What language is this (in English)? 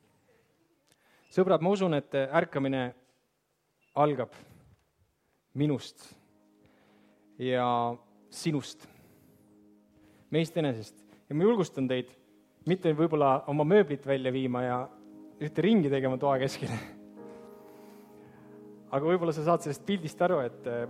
Estonian